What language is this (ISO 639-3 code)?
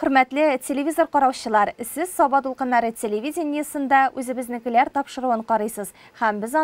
tat